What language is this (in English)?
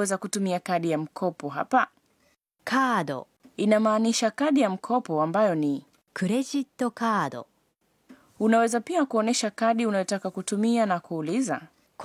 Swahili